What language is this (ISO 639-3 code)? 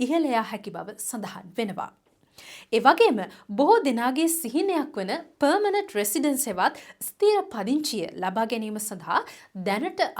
sin